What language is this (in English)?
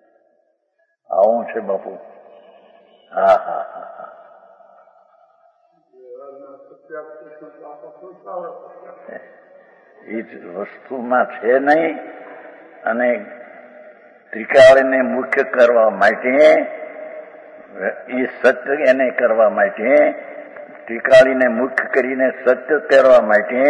Gujarati